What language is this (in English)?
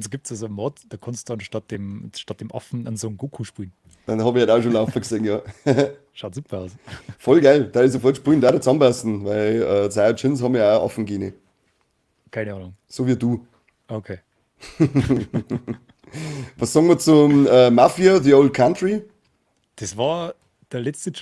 Bavarian